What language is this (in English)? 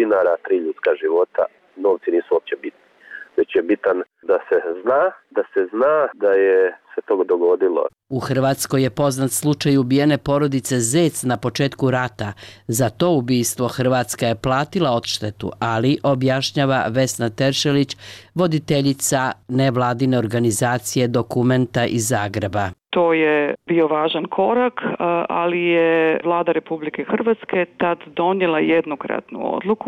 Bosnian